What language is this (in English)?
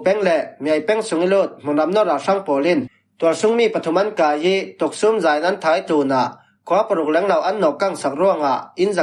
Falam Chin